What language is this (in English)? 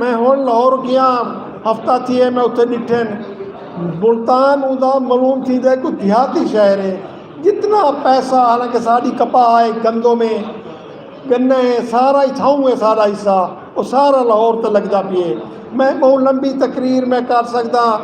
Saraiki